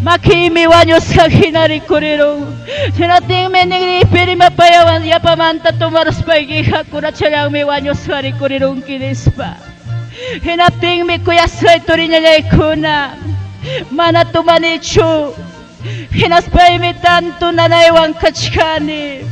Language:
Ayacucho Quechua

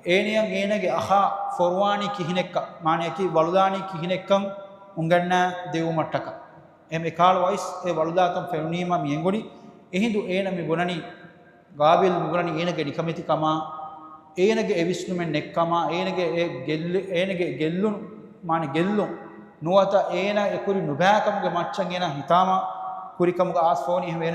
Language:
Divehi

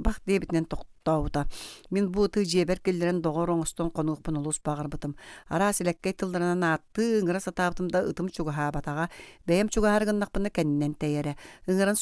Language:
Yakut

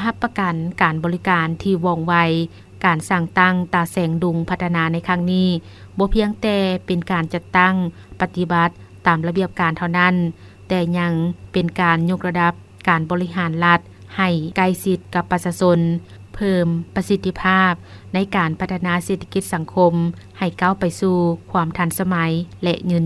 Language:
Lao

